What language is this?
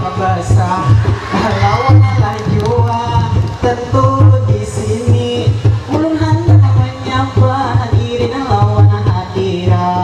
Banjar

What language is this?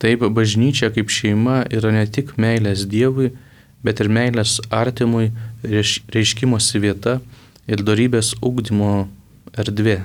Lithuanian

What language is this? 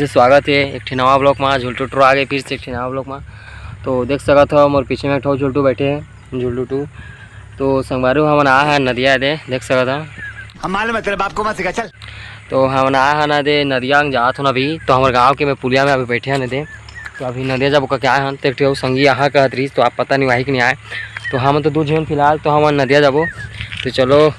Chhattisgarhi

